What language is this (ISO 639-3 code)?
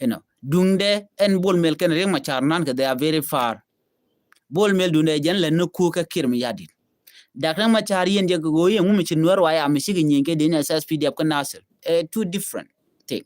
nus